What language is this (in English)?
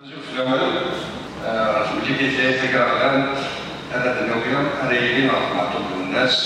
Kabyle